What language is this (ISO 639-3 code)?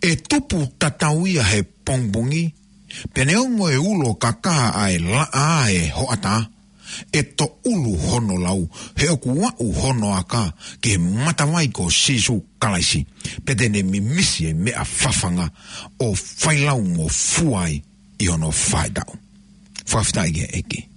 ton